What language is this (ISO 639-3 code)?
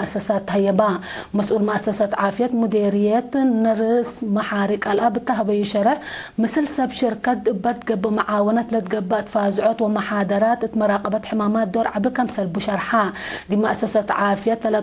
tig